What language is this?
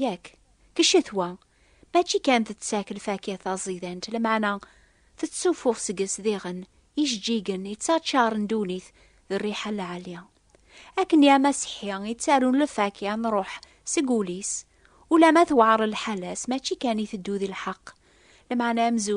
Kabyle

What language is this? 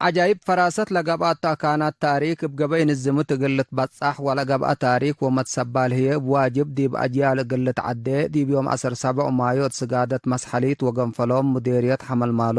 Tigre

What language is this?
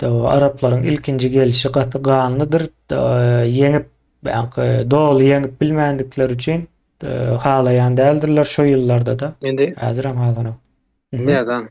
Turkmen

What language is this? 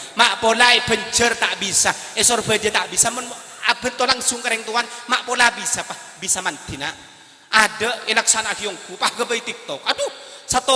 Madurese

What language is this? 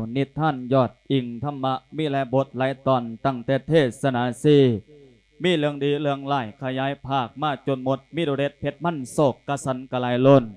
Lao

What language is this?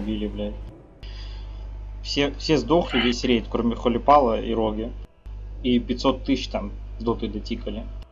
Russian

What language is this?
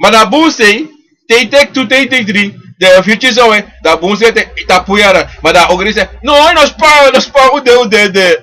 Sranan Tongo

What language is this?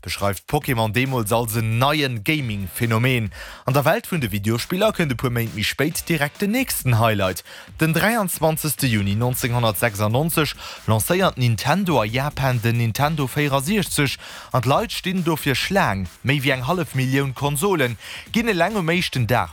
Luxembourgish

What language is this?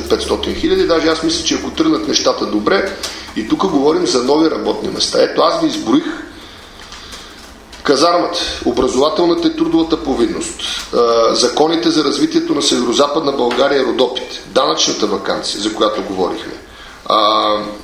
Bulgarian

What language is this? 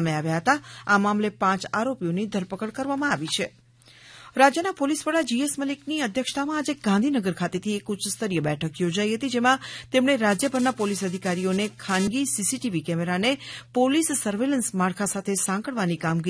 Gujarati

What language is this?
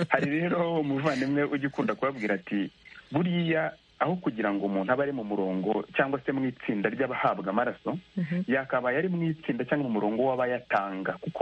Kinyarwanda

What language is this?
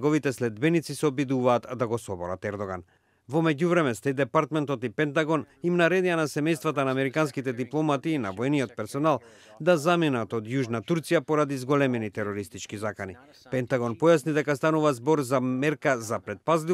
Macedonian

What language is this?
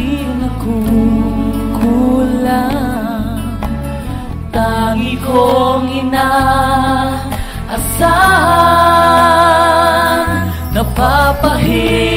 Filipino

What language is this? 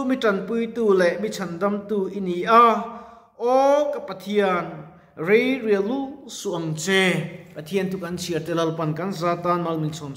Mizo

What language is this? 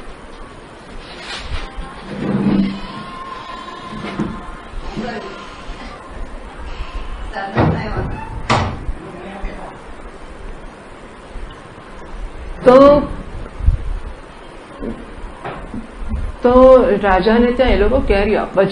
Gujarati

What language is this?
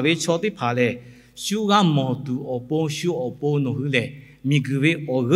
Lahu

